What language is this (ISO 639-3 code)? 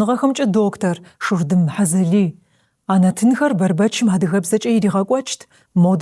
kbd